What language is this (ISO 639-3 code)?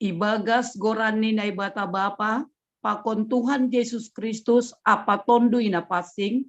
bts